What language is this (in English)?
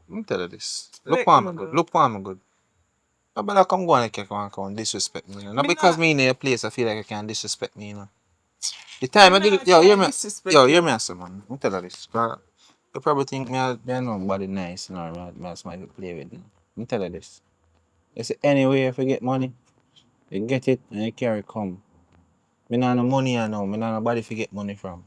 Jamaican Creole English